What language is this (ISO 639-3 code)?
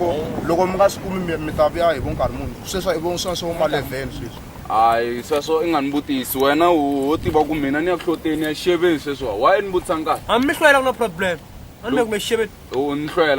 tso